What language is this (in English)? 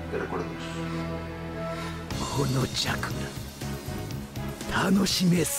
Japanese